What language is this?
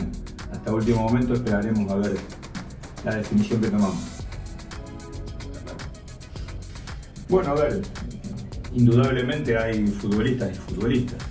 Spanish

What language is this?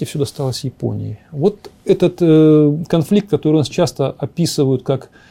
Russian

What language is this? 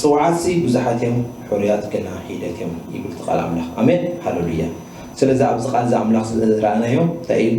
Tigrinya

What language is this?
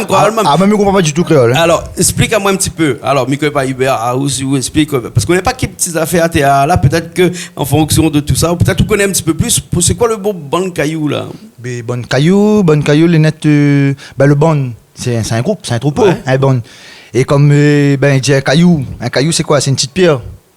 Réunion Creole French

